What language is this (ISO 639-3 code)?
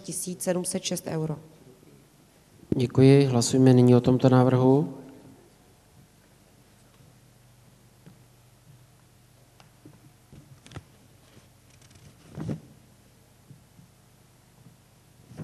ces